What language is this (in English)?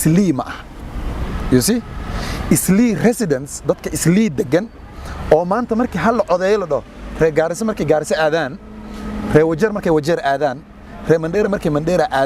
Somali